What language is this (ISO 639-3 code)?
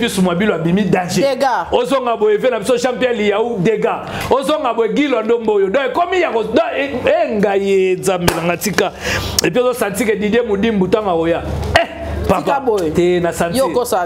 lin